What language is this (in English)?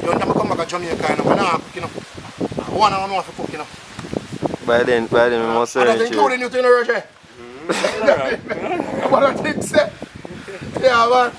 Jamaican Creole English